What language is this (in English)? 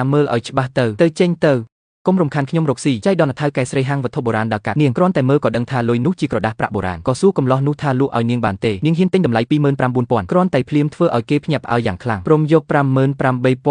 Khmer